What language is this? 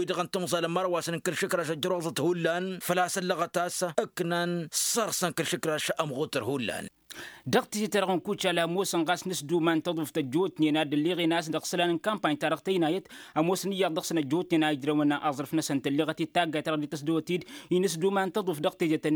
Tamasheq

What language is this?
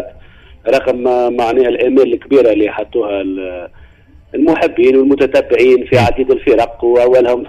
Tunisian Arabic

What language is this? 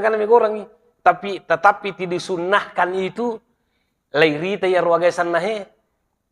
Buginese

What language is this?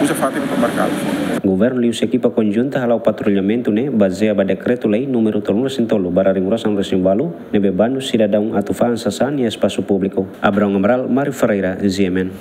Tetum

